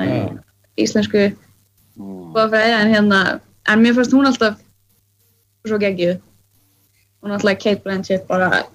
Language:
Icelandic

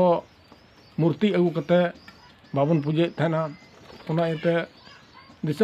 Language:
Santali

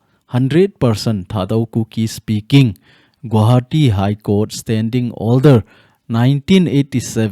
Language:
Thado Chin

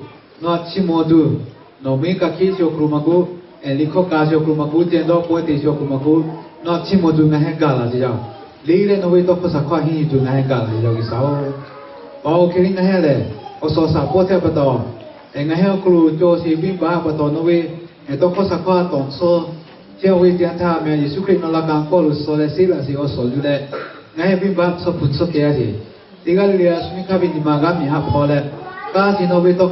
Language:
Lahu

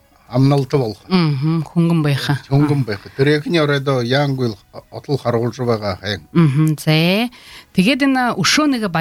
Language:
Belarusian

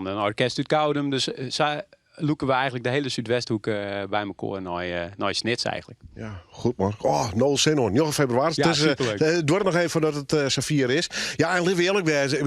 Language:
Western Frisian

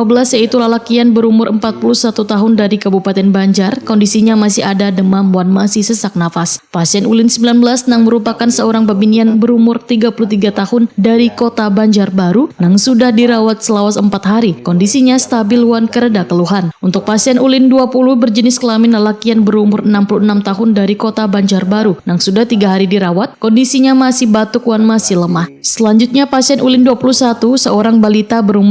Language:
Banjar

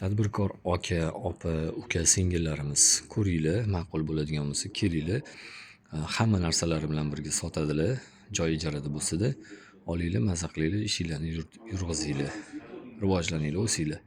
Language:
Uzbek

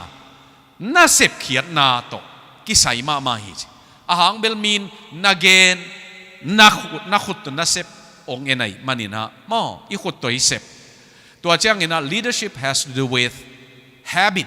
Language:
Tedim Chin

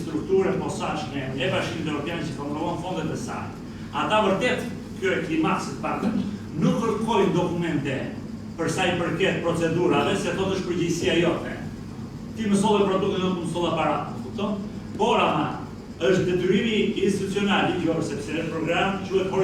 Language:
Albanian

